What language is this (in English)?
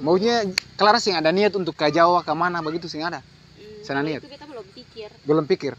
Ambonese Malay